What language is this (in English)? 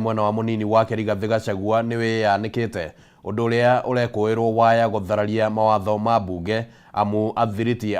Kikuyu